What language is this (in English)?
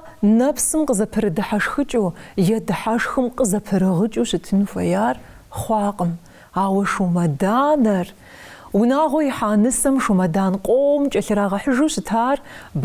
Kabardian